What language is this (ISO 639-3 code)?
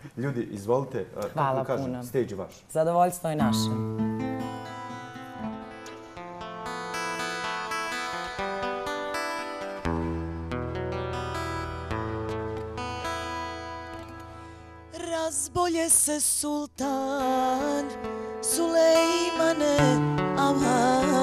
bos